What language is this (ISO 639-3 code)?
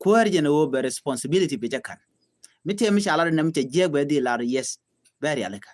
nus